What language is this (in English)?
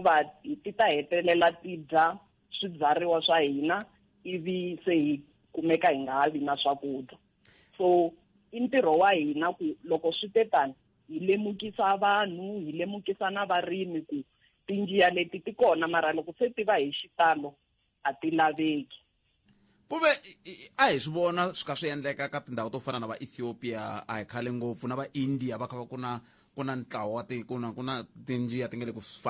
Tsonga